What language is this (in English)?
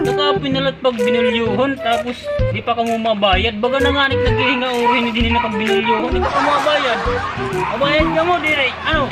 Waray